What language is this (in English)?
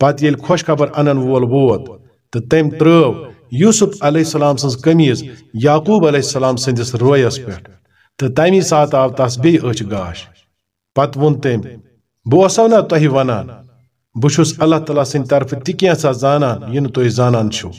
Kashmiri